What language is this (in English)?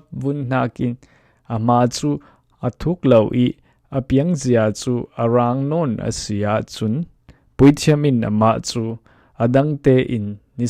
Falam Chin